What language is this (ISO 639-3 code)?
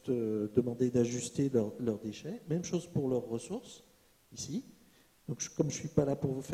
fra